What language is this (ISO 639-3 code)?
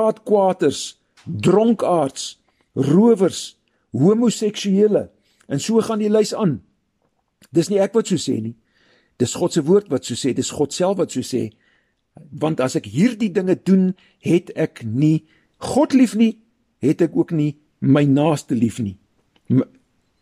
afr